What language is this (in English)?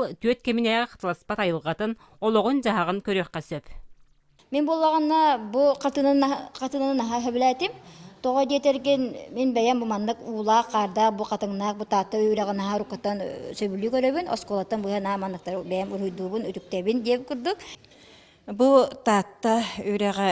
Yakut